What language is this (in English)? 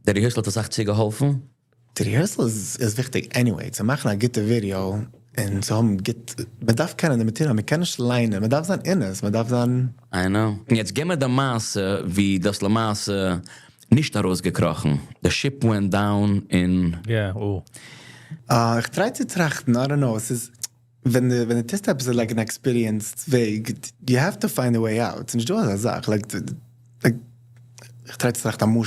Yiddish